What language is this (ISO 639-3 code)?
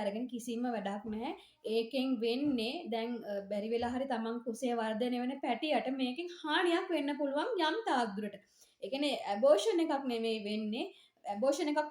sin